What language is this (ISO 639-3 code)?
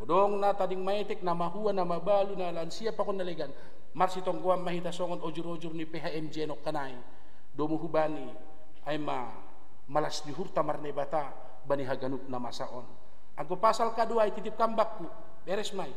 bts